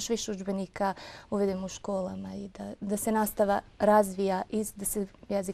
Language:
Bosnian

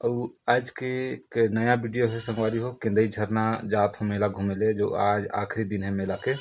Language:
Chhattisgarhi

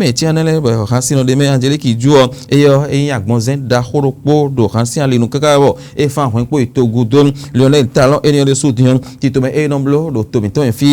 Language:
Fon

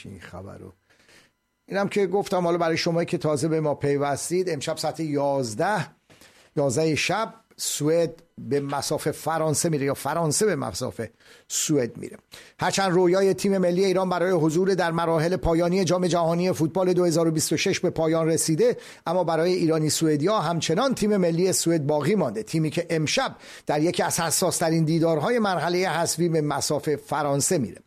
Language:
Persian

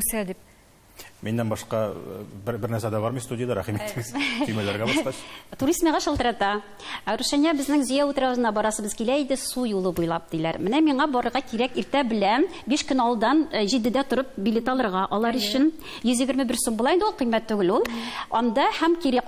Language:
Tatar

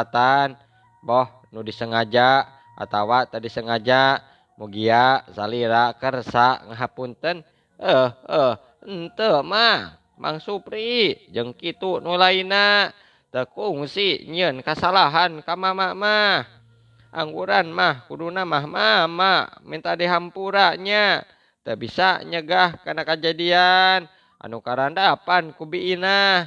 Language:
Sundanese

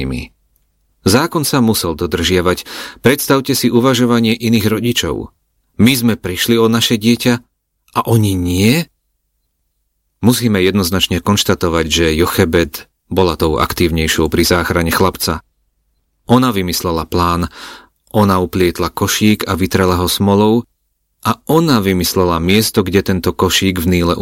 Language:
Slovak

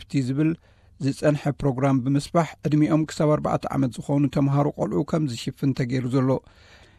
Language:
Tigrinya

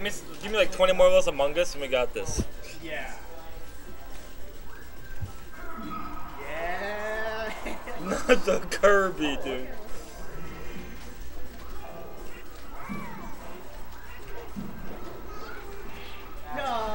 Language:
English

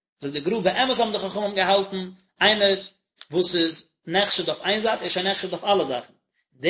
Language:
Yiddish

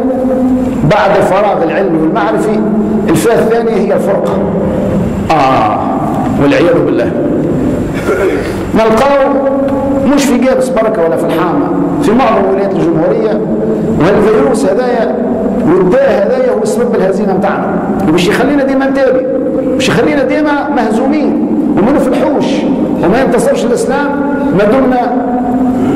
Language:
Tunisian Arabic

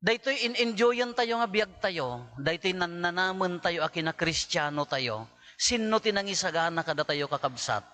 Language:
Iloko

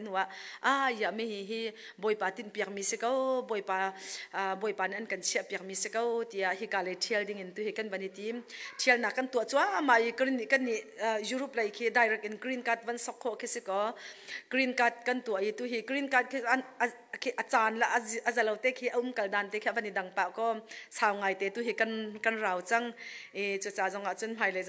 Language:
Hakha Chin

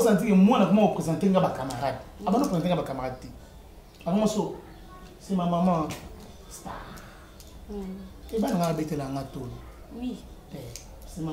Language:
Lingala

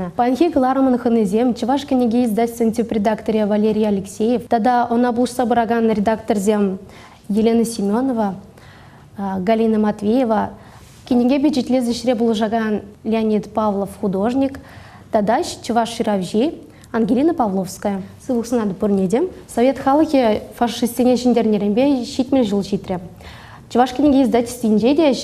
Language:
Chuvash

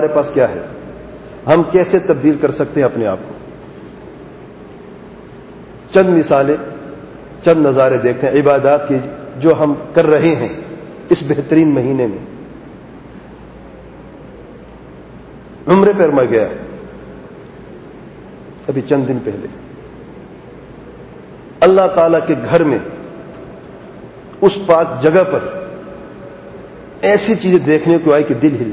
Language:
Urdu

